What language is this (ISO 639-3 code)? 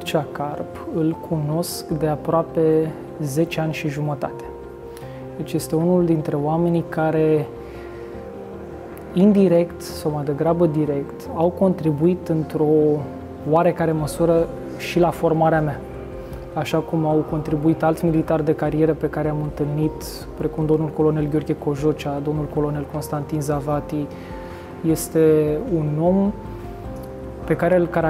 ron